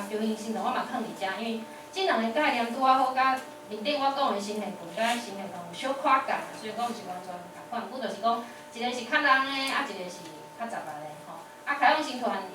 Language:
Min Nan Chinese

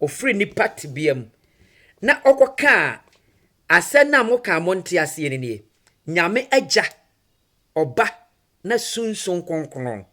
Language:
Akan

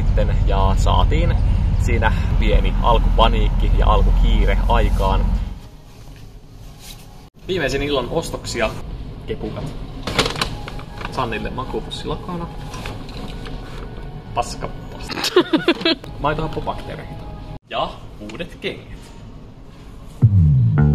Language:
Finnish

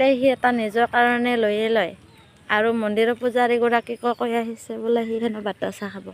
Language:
Assamese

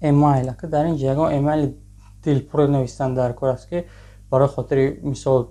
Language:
Tajik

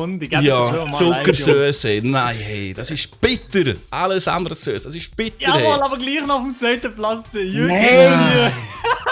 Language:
Swiss German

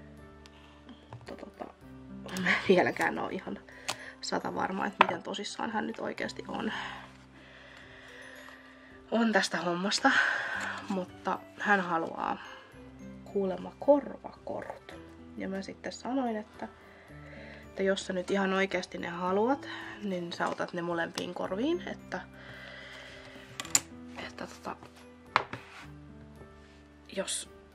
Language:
Finnish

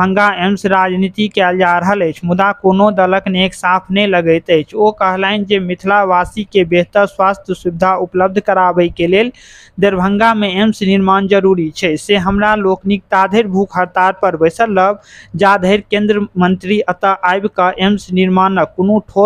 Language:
Maithili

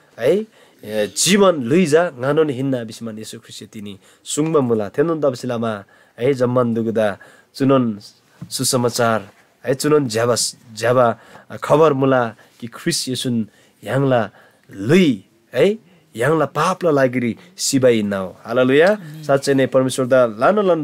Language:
Eastern Tamang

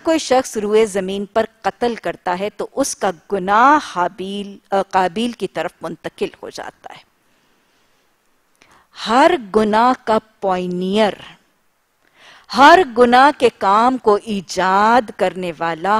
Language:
Urdu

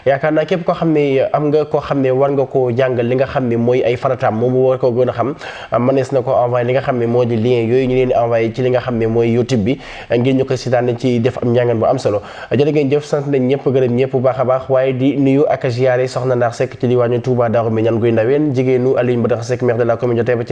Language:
Wolof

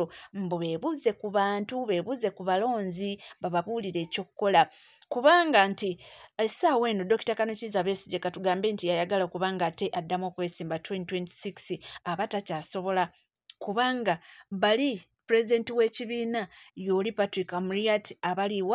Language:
Ganda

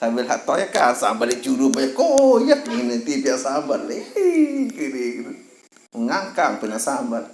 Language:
Sasak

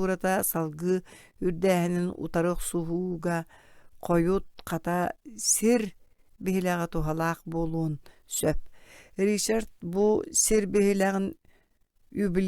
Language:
Yakut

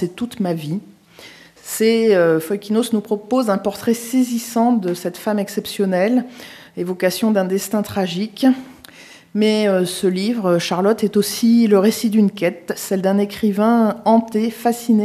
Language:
French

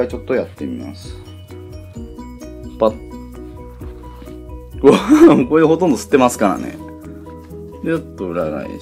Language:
Japanese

